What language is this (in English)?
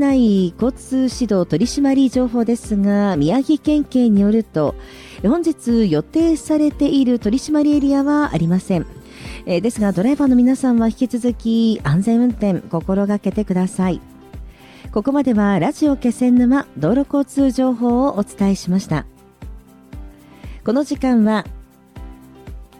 Japanese